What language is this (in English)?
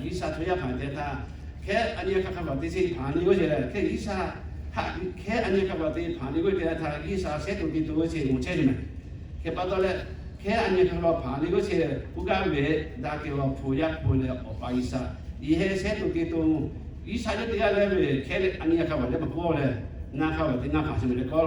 Lahu